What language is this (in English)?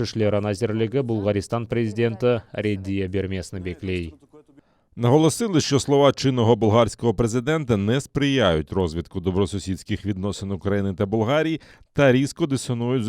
Crimean Tatar